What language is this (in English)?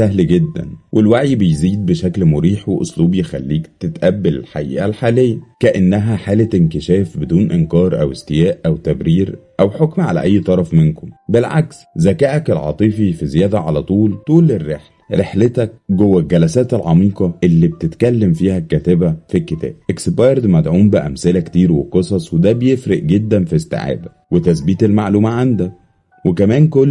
Egyptian Arabic